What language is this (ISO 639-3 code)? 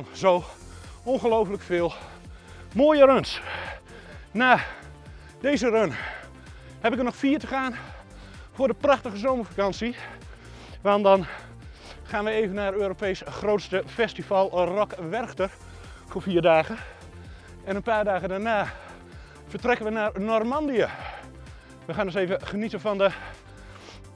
nld